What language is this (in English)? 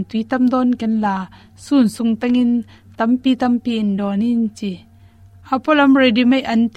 Tedim Chin